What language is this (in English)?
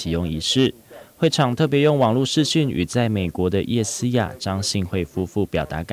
Chinese